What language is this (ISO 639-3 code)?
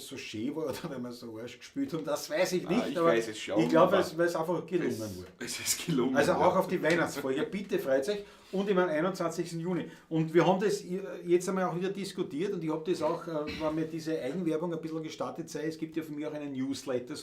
bar